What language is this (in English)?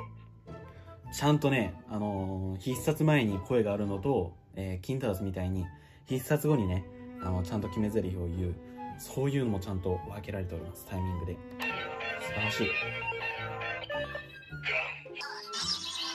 Japanese